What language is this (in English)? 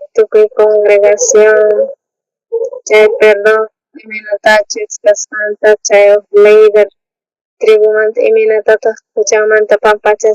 South Bolivian Quechua